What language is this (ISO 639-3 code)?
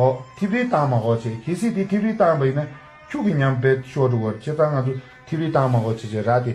bod